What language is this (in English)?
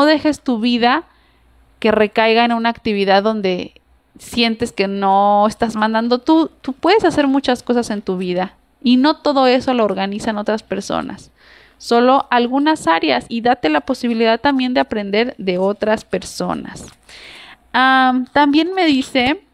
Spanish